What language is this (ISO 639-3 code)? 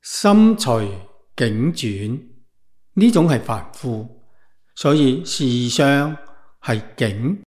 yue